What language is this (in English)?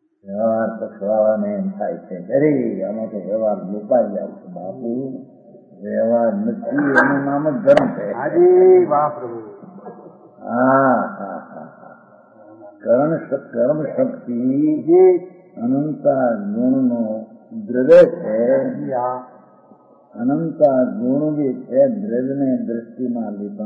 Gujarati